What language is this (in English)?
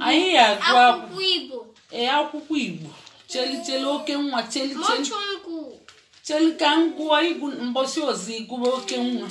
Igbo